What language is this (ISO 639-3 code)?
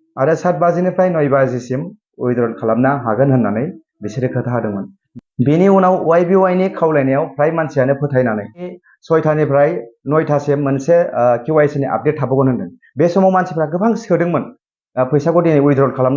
brx